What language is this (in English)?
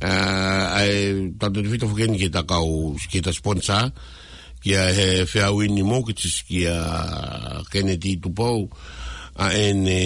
Tongan